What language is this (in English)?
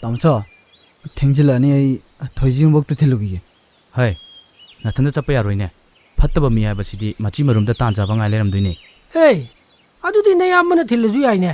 Manipuri